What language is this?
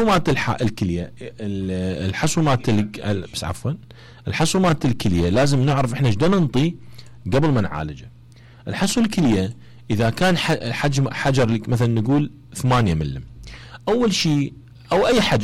Mesopotamian Arabic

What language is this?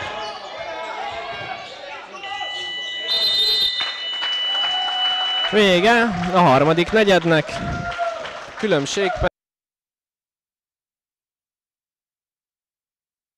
Hungarian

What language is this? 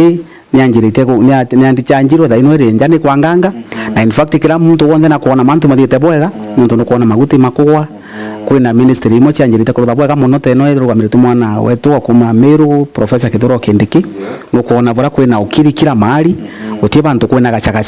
Meru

